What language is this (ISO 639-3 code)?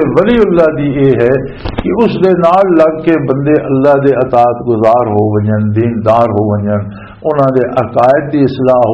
lah